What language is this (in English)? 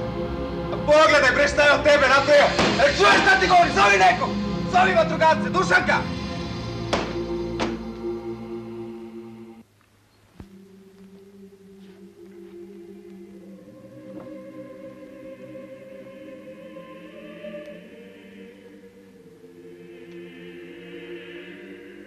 Serbian